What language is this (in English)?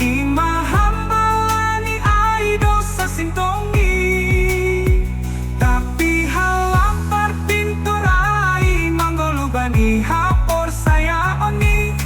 Batak Simalungun